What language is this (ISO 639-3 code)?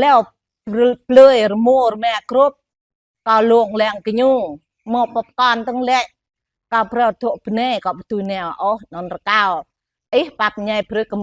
jra